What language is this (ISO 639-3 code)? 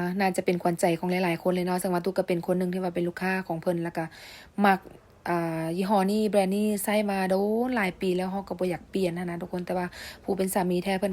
lao